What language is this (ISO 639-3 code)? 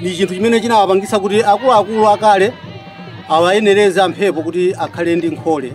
nya